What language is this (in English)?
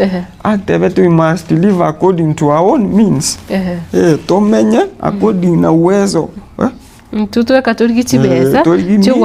Gusii